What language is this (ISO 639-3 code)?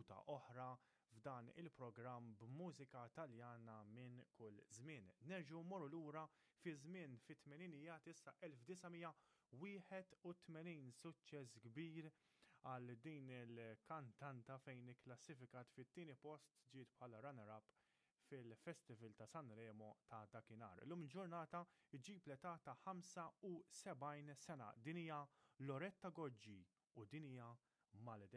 mlt